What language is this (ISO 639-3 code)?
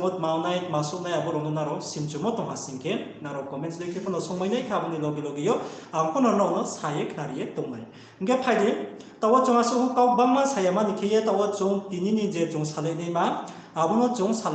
ria